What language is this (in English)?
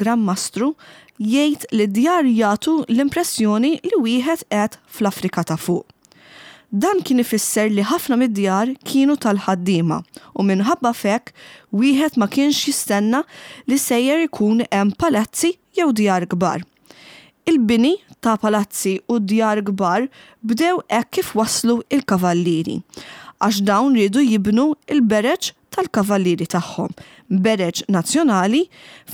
Maltese